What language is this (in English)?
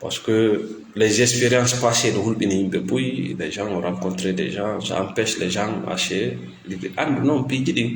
Fula